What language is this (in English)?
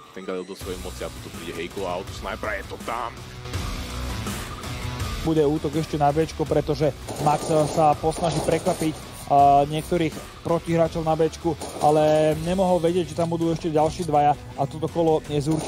Slovak